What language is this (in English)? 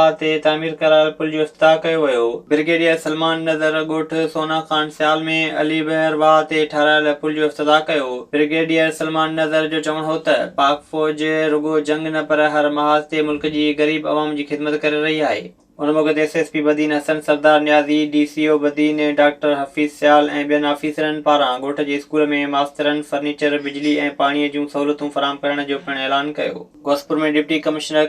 Sindhi